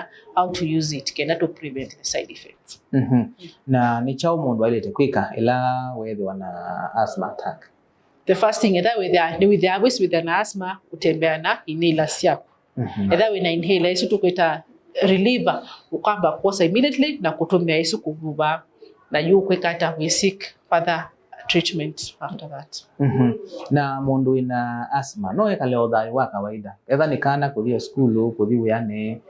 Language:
Kamba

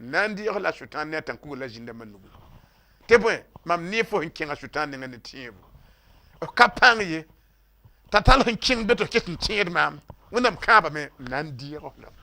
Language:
Mossi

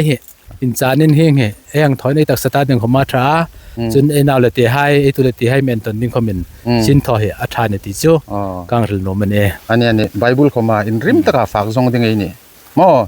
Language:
Hmar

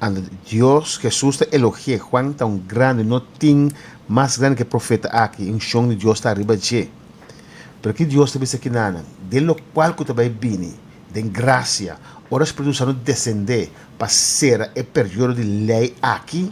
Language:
Papiamento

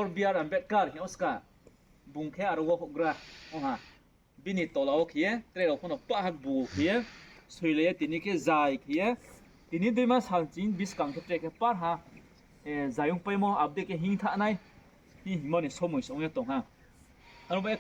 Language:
Riang (India)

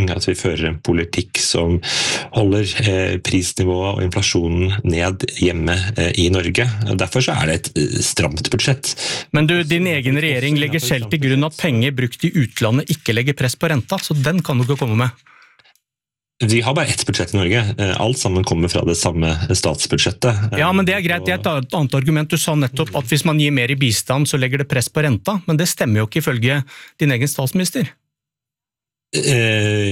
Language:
Norwegian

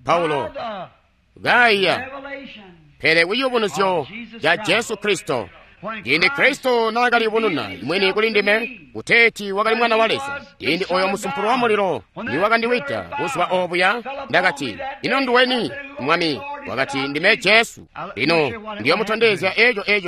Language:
Tonga (Zambia)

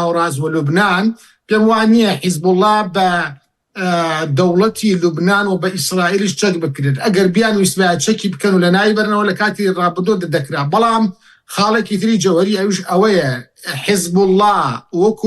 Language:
Central Kurdish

